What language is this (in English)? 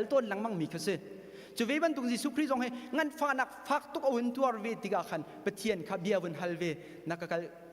Hakha Chin